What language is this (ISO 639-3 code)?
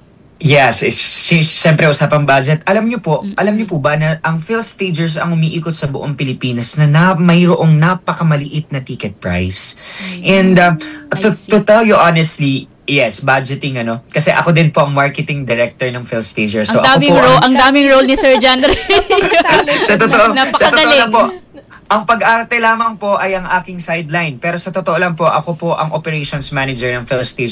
fil